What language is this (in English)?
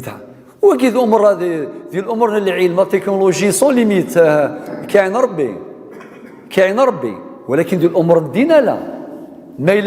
Kabyle